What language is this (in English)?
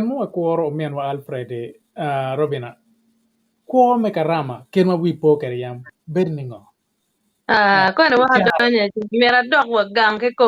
Acoli